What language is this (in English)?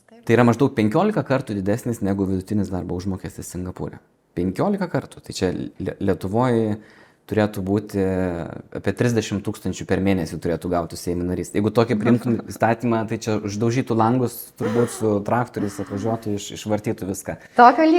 Lithuanian